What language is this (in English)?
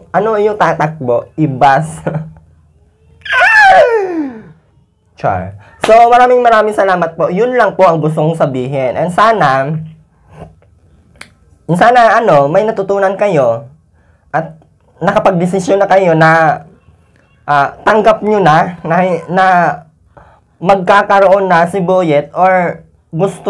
Filipino